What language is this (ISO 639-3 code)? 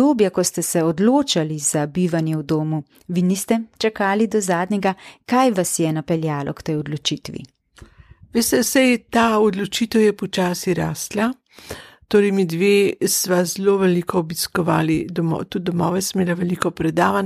slv